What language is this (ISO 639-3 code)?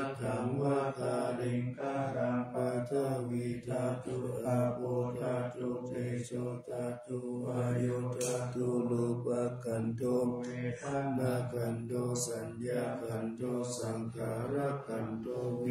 pli